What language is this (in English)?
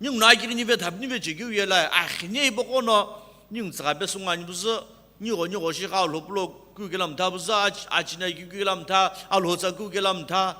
Sumi Naga